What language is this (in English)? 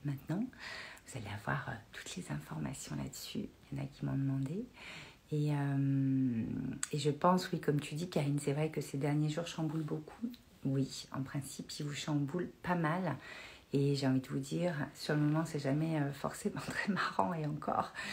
French